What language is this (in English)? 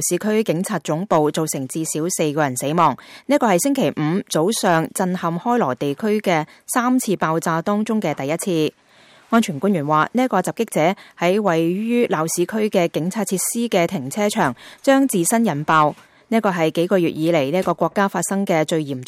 Cantonese